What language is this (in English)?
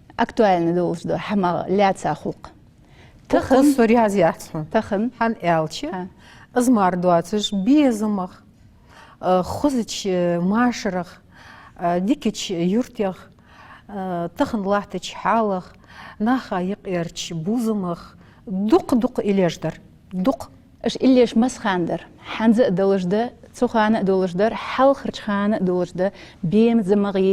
Ingush